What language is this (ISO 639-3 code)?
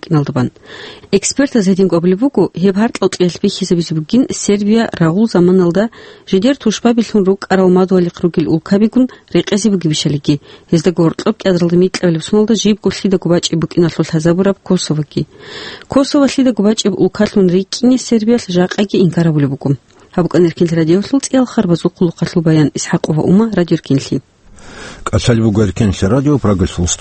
ava